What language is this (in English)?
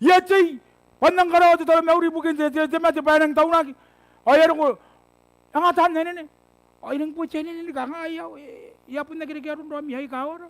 Gilbertese